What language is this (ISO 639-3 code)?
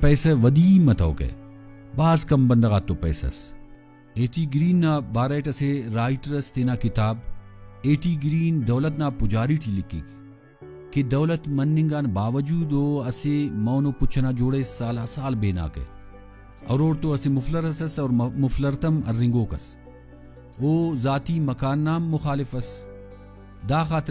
brh